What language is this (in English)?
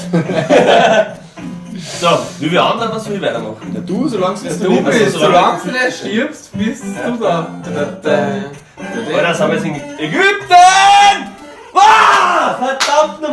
Bavarian